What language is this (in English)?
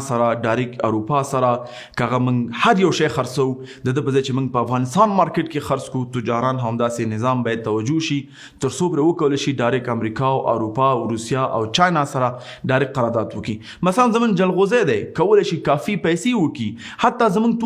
Pashto